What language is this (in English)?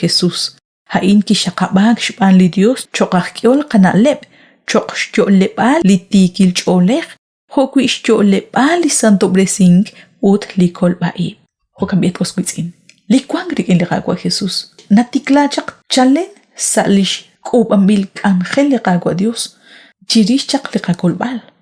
Kekchí